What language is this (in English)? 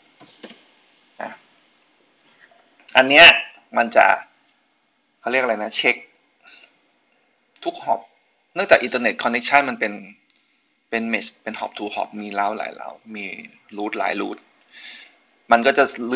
Thai